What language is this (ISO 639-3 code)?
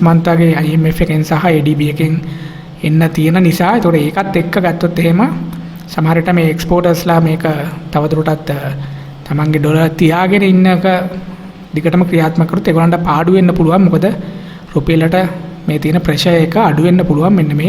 sin